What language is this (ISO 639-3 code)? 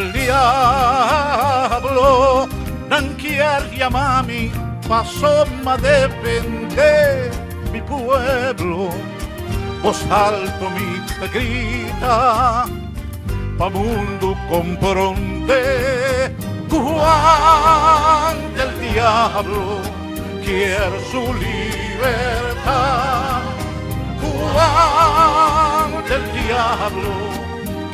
pap